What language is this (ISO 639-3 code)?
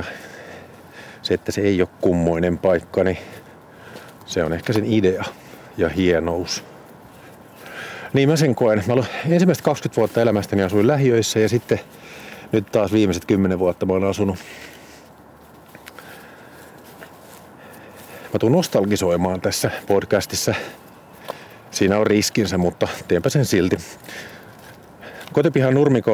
fin